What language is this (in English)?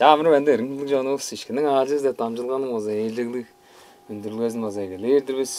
Tuvinian